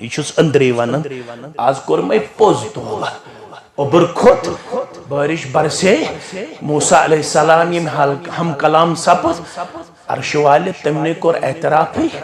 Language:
Kashmiri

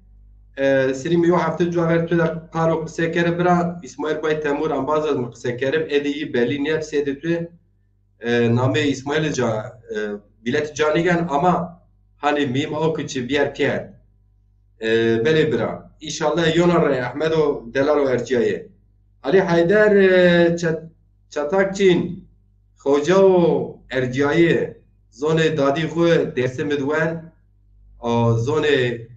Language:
Zaza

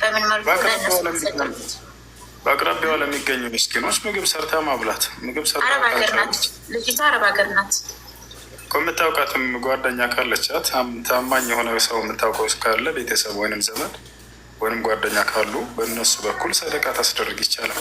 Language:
Amharic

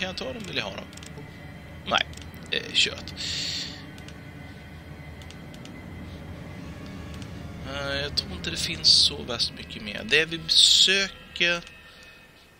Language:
Swedish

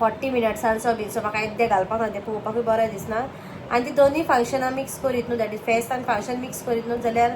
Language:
Konkani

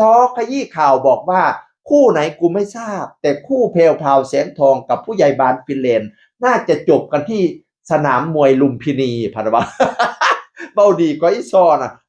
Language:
Northeastern Thai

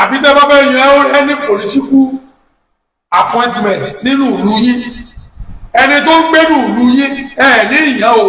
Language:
Yoruba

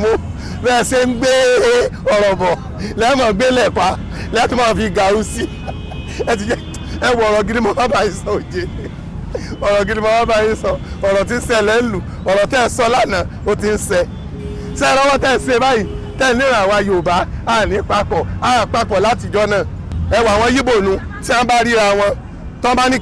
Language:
Yoruba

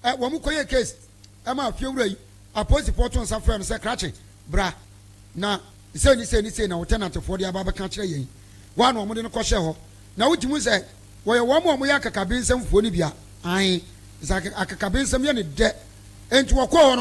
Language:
Akan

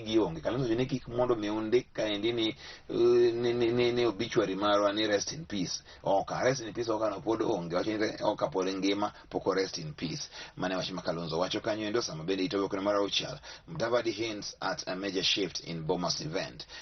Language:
Luo (Kenya and Tanzania)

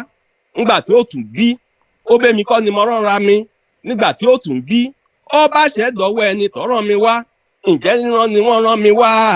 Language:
Yoruba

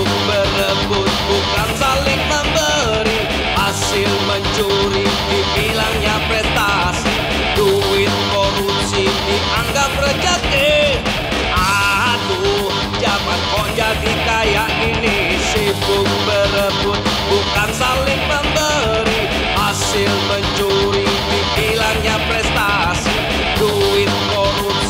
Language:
Indonesian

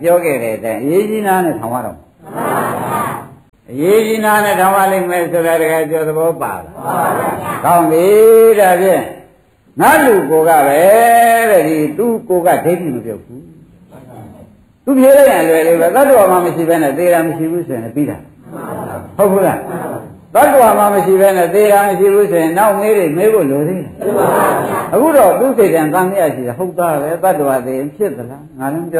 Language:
Burmese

